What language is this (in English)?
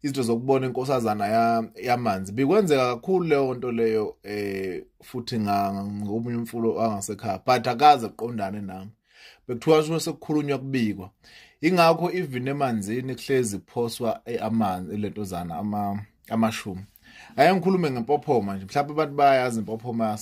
Zulu